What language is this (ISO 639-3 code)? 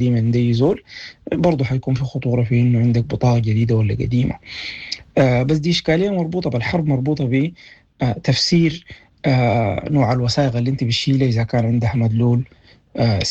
apd